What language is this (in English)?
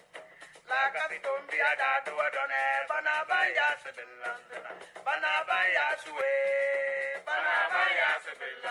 Tem